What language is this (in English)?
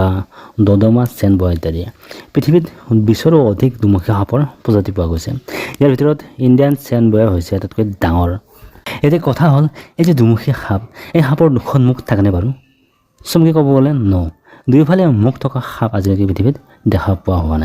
Assamese